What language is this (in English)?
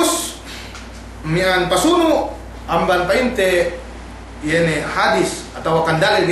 Yakan